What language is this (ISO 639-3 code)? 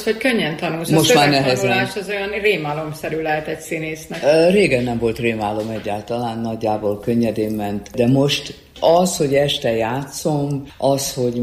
hun